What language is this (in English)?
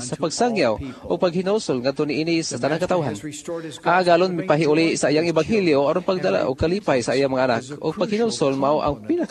Cebuano